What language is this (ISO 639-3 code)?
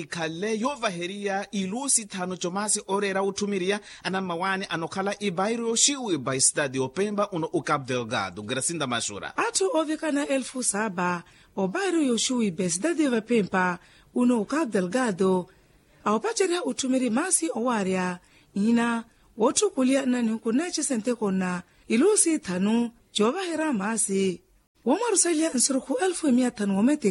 vmw